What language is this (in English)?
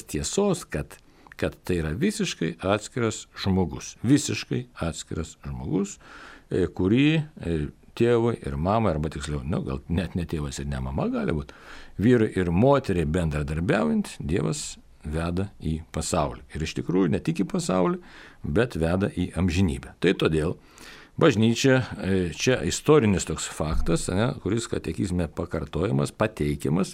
Lithuanian